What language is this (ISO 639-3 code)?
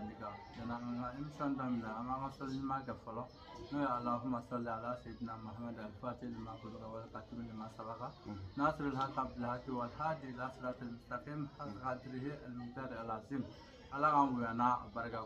bam